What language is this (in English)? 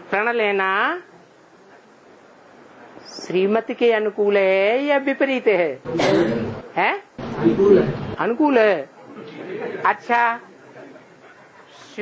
Hindi